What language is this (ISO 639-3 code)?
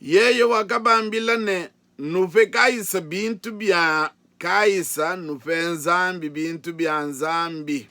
lua